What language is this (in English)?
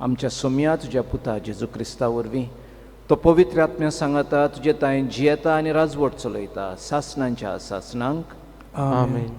Konkani